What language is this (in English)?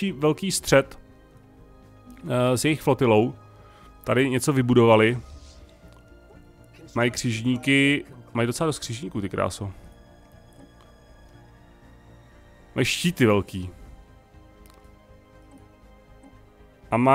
Czech